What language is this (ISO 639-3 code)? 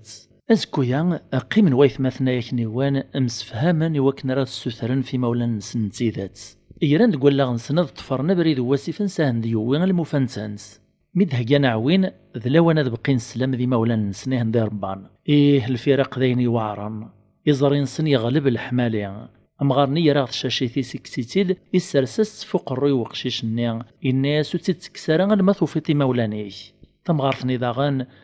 kab